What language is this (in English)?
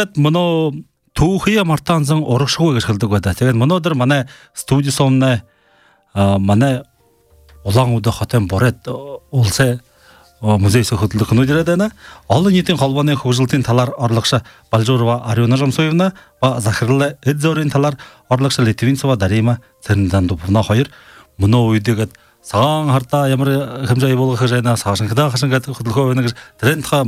Buriat